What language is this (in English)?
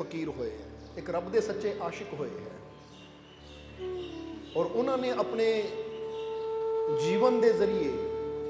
Punjabi